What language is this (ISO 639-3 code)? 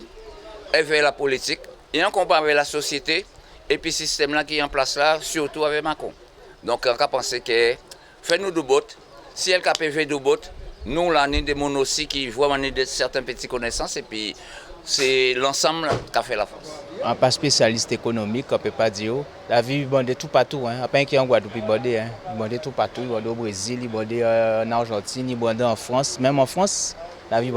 gcf